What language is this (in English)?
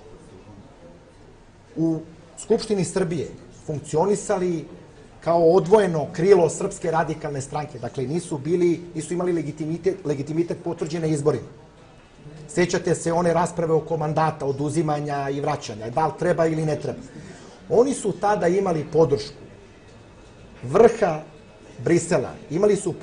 Serbian